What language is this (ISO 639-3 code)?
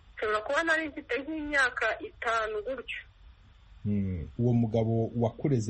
kin